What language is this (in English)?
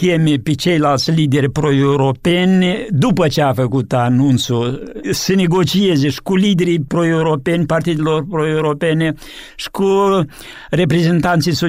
Romanian